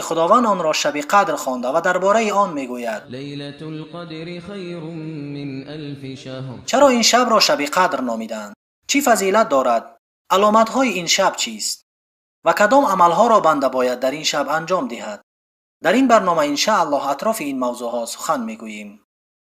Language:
Tajik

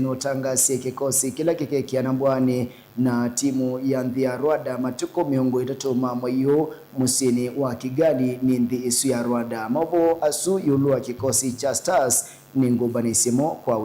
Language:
Kamba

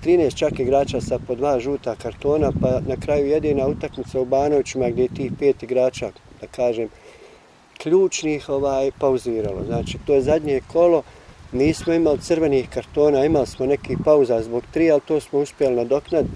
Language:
Bosnian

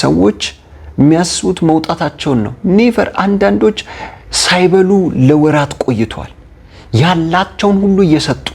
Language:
Amharic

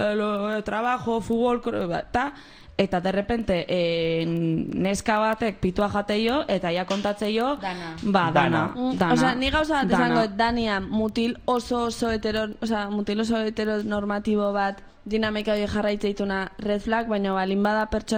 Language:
Basque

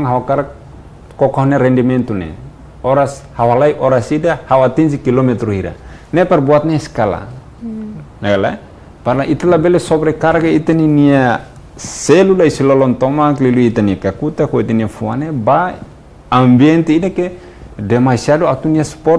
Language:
Tetum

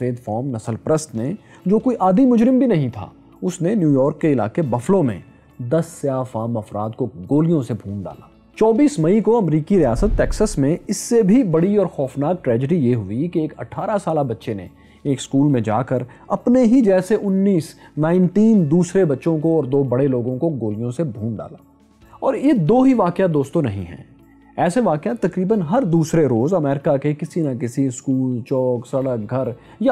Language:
Urdu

